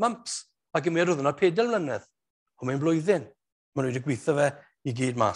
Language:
Welsh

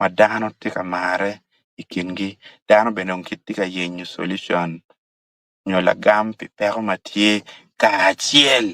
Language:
Acoli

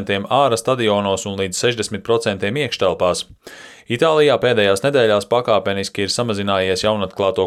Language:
Latvian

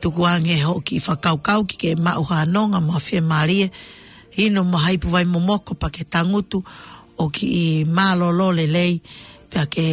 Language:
Tongan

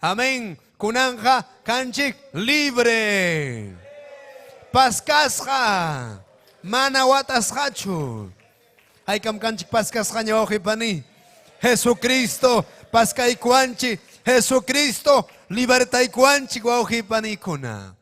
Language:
Ayacucho Quechua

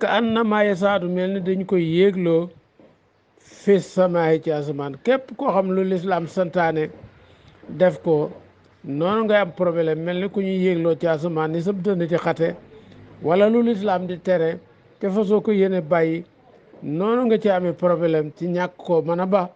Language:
Wolof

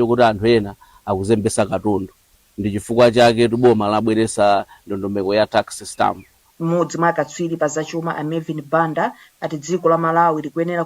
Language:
Nyanja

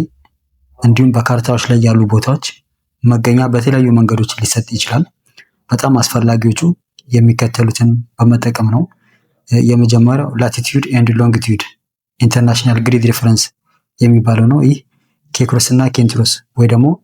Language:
Amharic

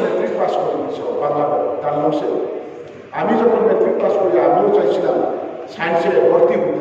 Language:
Riang (India)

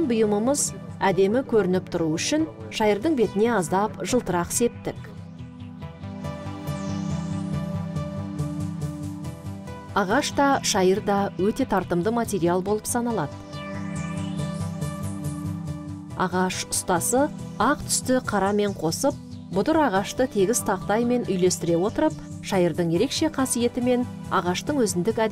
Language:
Kazakh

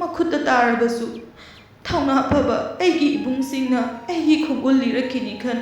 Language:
Manipuri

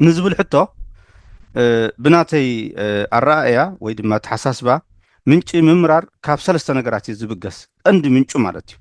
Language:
Tigrinya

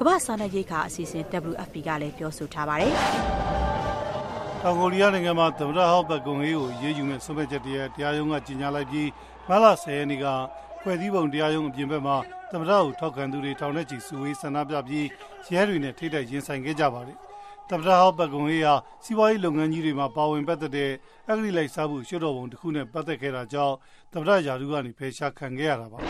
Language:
Burmese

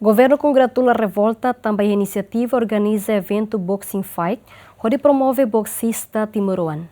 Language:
Tetum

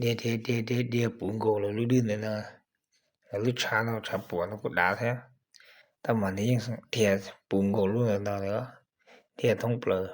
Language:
Hmong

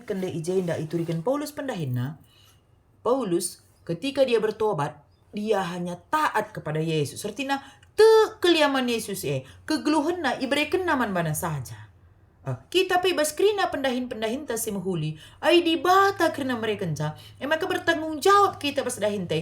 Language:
Batak Karo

